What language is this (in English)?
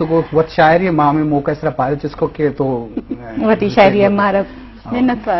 Eastern Balochi